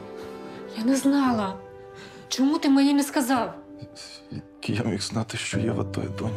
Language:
Ukrainian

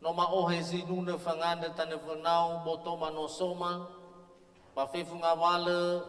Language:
Nias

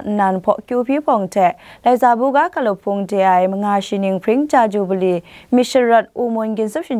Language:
Kachin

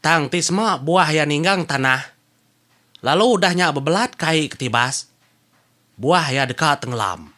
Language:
Iban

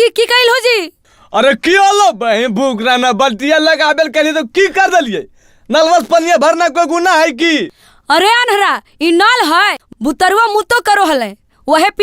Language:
Magahi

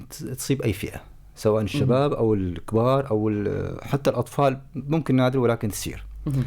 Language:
North Levantine Arabic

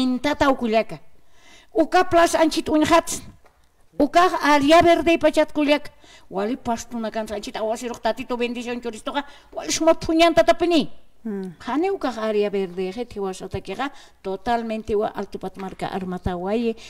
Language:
Aymara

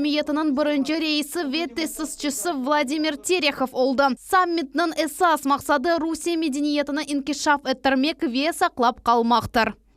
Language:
Crimean Tatar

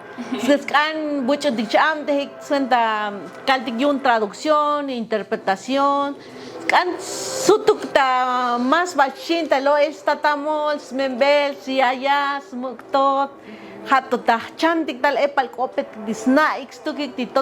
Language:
Tzotzil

